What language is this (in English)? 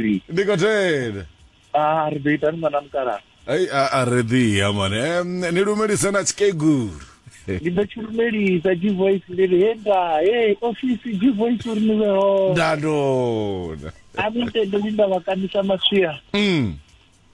Venda